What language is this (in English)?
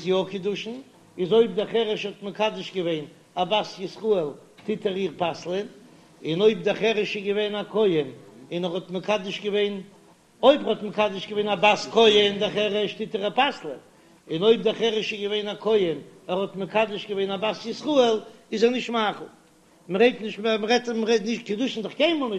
Yiddish